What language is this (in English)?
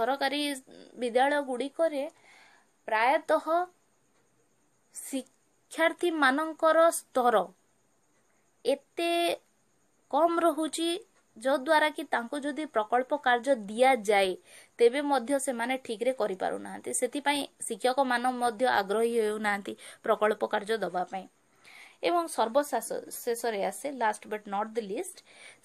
Odia